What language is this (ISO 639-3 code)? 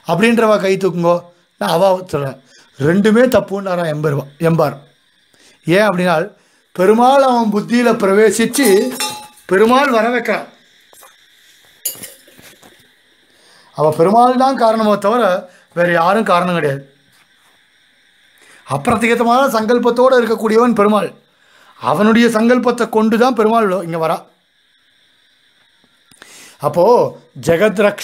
tam